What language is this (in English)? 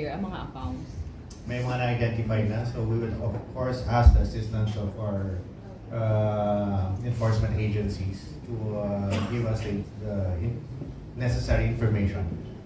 Hiligaynon